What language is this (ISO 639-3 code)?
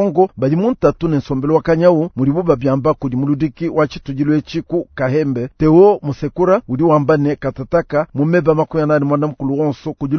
lua